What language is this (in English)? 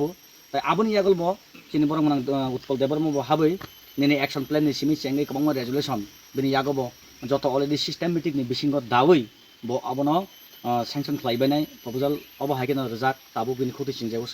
Kok Borok